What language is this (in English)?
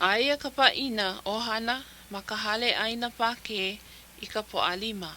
Hawaiian